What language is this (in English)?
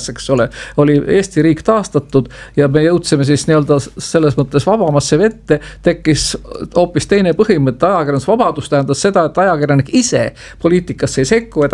Estonian